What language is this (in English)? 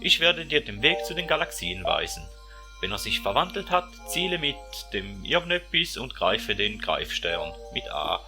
Swiss German